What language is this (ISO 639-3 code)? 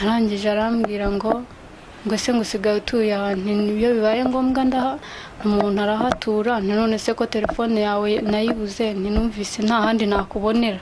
kin